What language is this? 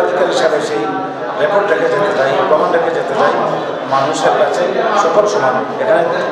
Bangla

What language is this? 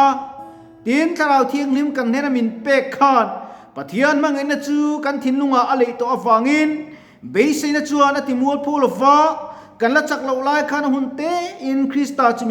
Mizo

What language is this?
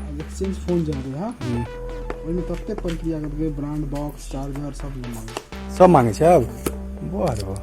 Maithili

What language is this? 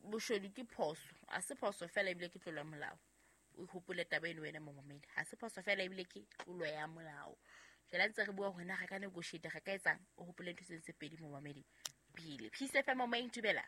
Southern Sotho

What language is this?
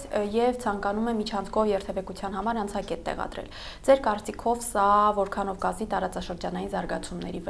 Armenian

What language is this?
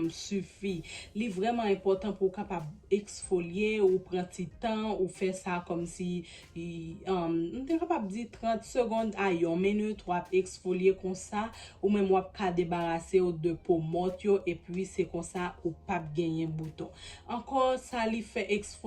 Haitian Creole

